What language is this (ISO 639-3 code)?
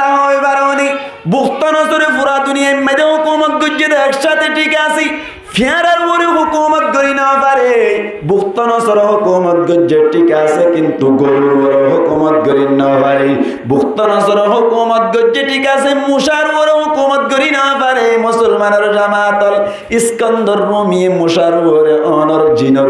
rhg